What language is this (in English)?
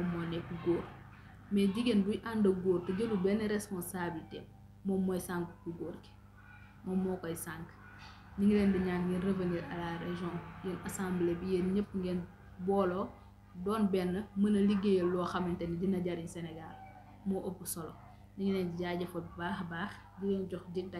Wolof